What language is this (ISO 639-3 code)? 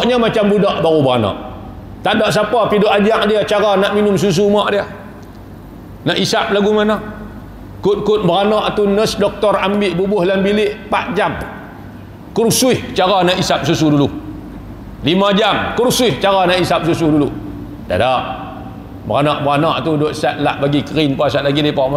msa